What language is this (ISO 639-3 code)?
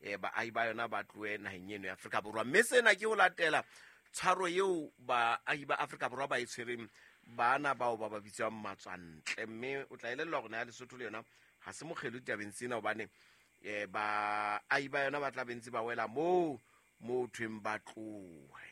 sot